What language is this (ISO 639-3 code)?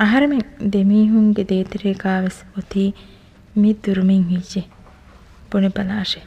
div